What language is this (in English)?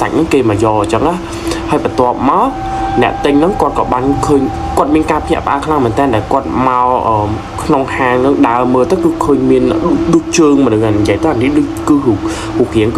Khmer